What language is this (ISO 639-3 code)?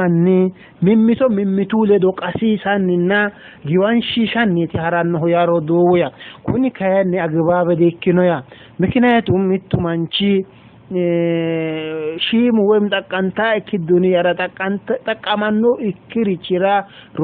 sid